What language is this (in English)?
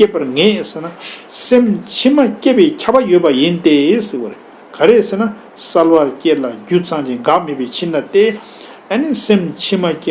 Tibetan